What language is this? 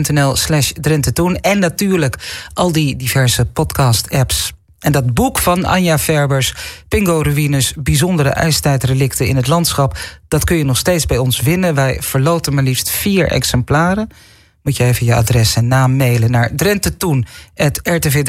Dutch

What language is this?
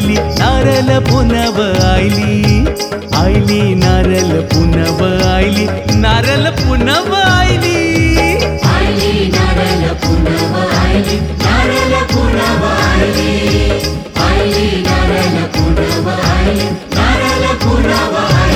Marathi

